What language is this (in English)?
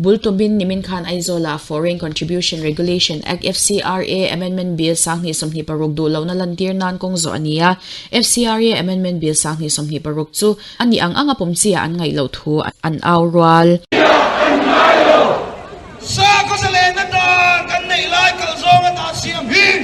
Mizo